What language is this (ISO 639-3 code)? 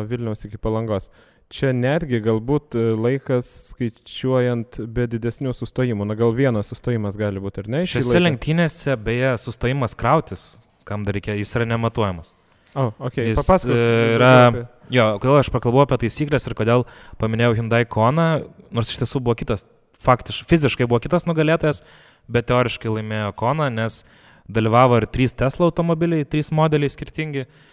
lit